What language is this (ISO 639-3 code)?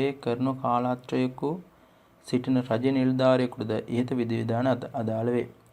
sin